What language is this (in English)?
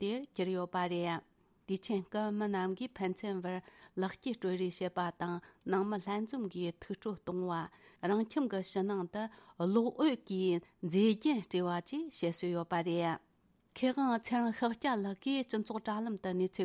Tibetan